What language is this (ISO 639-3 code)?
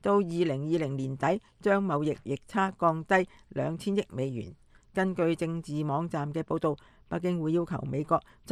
yue